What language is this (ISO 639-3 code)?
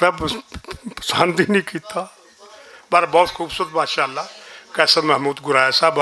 lah